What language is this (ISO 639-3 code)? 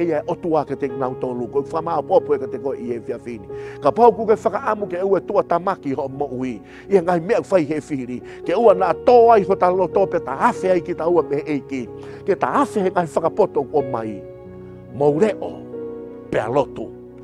ton